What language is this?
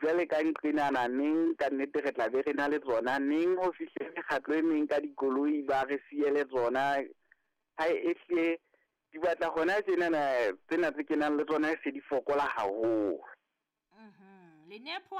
Southern Sotho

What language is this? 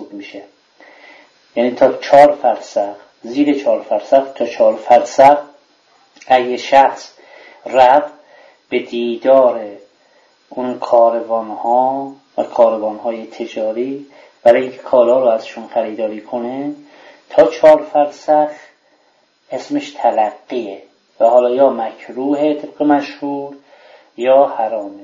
Persian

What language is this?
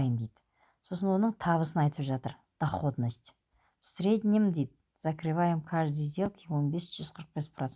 Kazakh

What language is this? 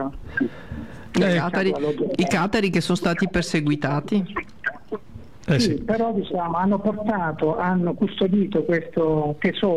Italian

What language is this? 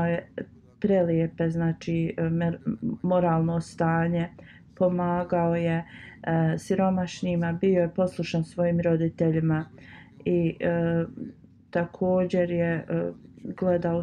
Bosnian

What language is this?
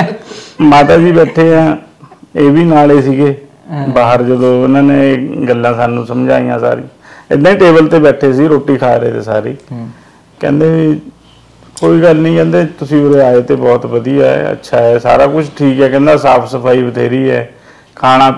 Punjabi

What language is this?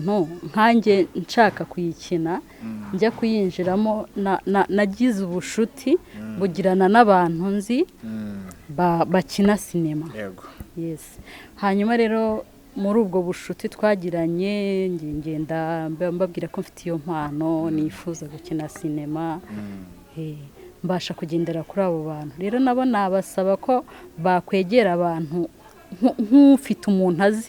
Kinyarwanda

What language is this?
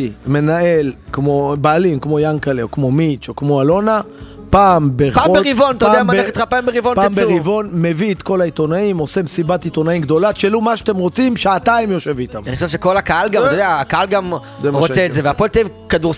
Hebrew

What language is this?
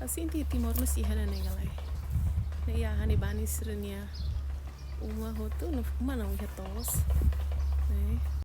Tetum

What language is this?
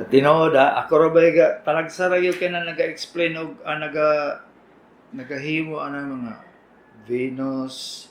Cebuano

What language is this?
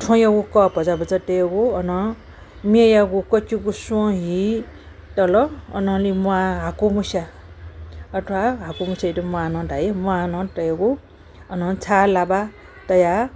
Newari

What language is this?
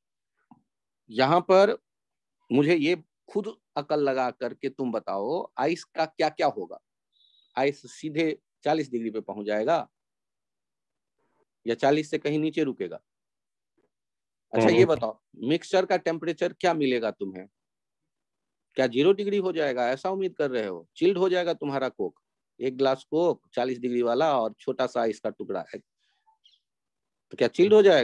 Hindi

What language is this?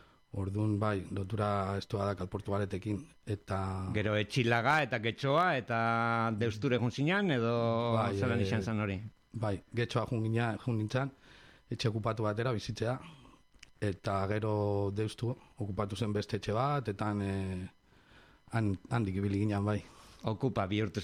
Basque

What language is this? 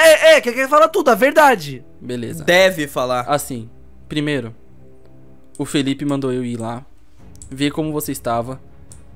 Portuguese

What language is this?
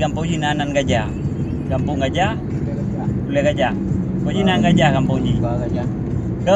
Achinese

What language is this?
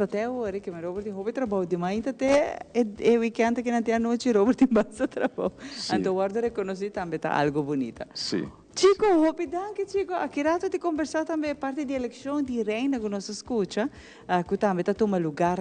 Papiamento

